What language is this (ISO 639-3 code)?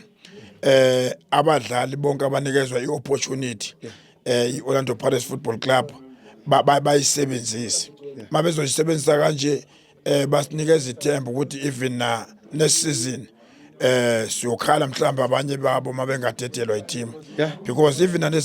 zul